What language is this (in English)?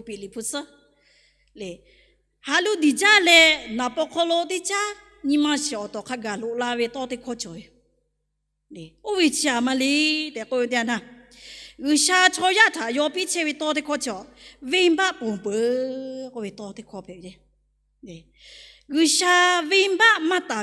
Lahu